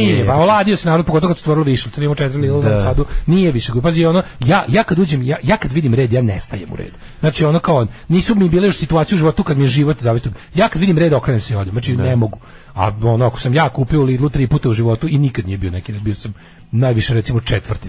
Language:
Serbian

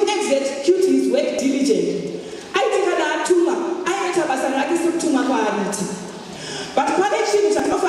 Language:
Shona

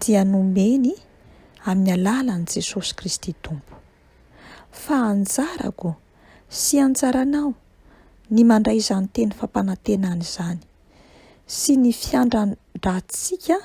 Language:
Malagasy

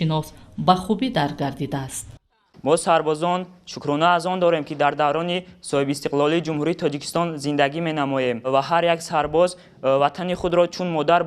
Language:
Tajik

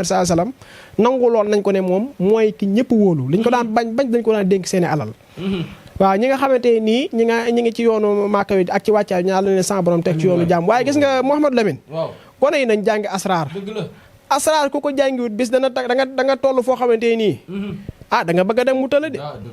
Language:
Wolof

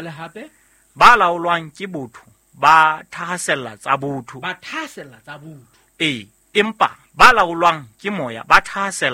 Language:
Southern Sotho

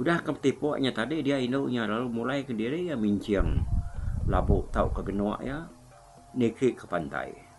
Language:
Iban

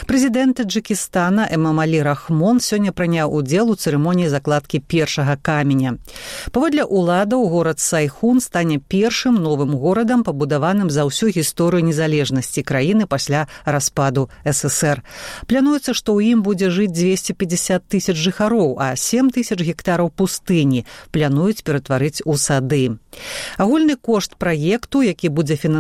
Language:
Belarusian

